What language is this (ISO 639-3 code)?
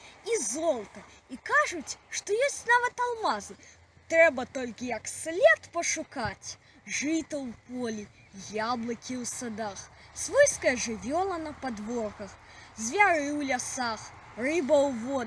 bel